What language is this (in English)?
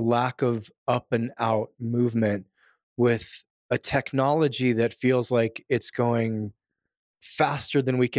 English